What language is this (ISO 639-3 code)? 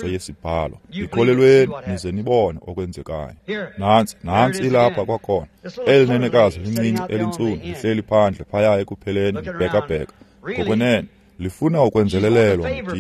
xho